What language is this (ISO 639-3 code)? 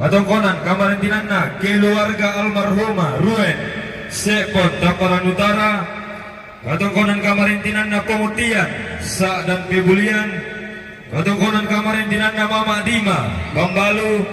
sda